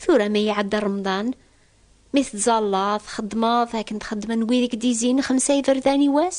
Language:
Kabyle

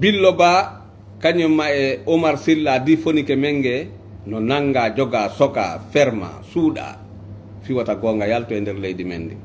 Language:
Fula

